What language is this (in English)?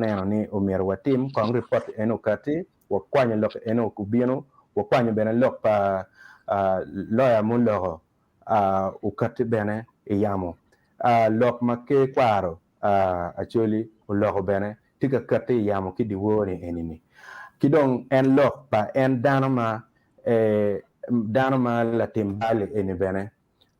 Acoli